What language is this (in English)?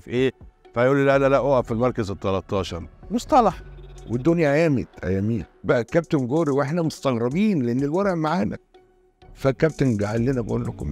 Egyptian Arabic